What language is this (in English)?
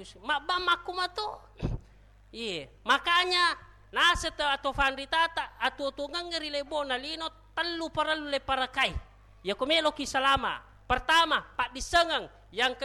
Buginese